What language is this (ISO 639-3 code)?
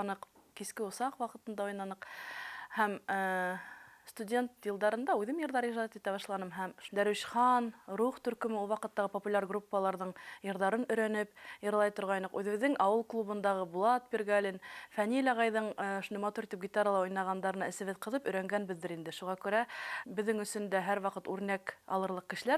bak